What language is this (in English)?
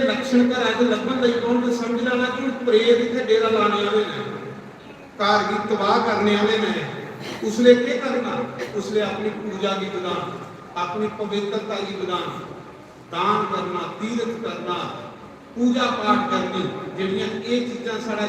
Dogri